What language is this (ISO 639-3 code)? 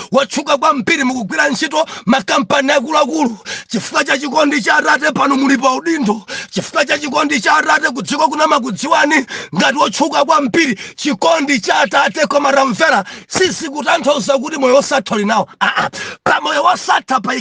nya